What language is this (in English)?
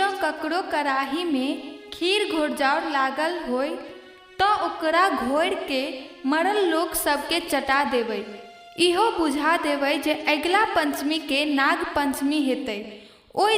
Maithili